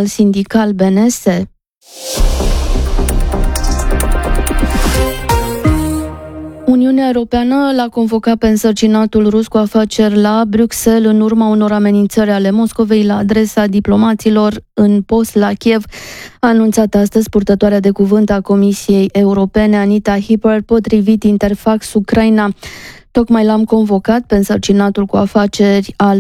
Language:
Romanian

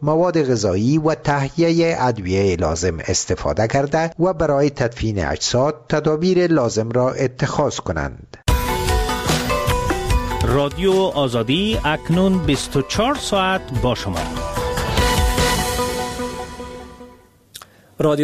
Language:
Persian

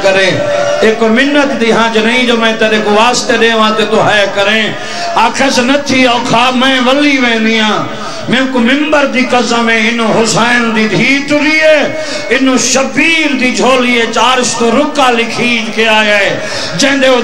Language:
Saraiki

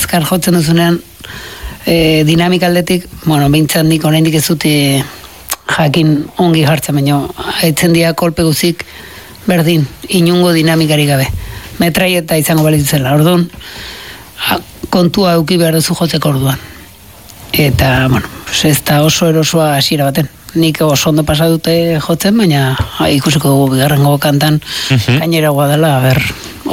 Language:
Basque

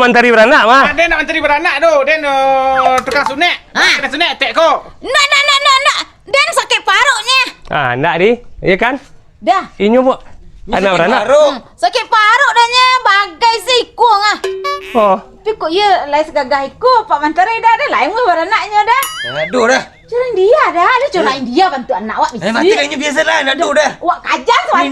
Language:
Minangkabau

